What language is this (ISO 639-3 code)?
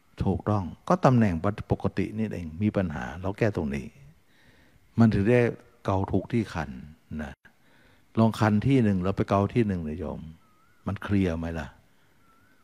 tha